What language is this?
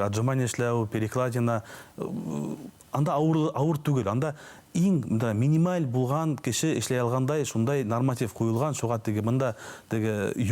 Bashkir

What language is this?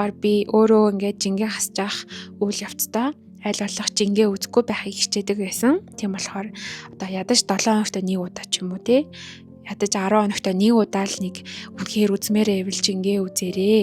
Mongolian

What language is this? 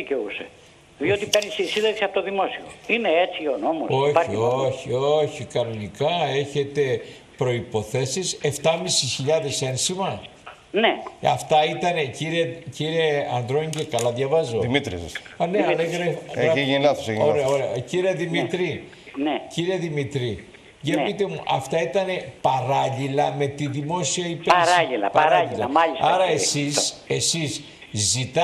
Greek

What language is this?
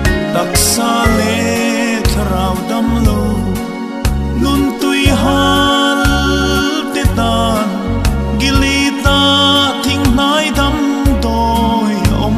Mizo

